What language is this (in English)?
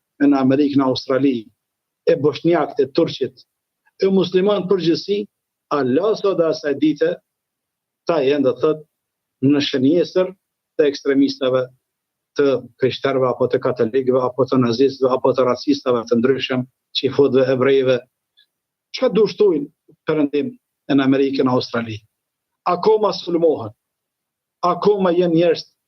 Albanian